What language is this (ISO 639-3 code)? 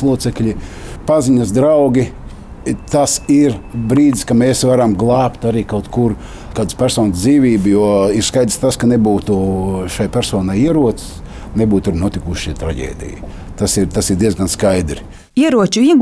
lav